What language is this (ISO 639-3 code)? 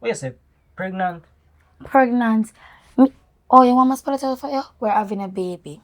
jam